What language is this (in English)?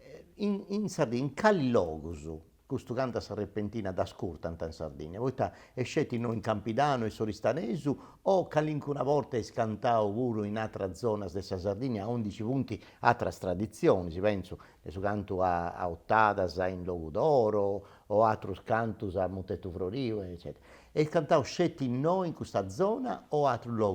Sardinian